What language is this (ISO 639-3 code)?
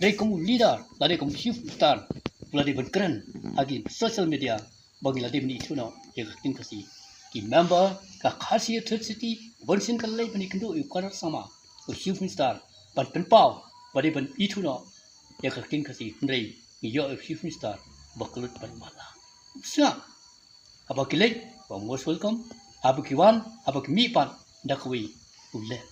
kha